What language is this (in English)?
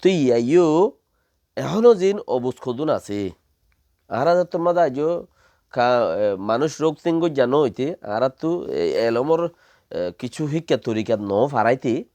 Rohingya